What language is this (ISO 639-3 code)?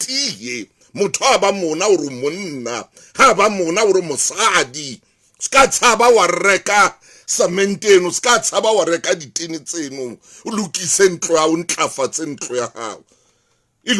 sot